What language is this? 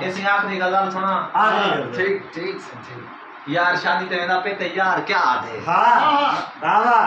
Saraiki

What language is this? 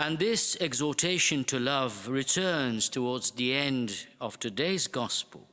English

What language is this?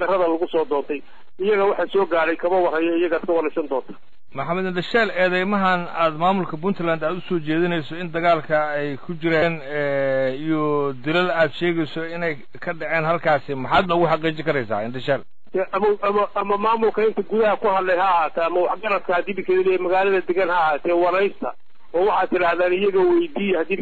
Somali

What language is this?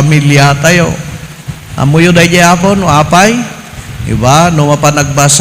Iloko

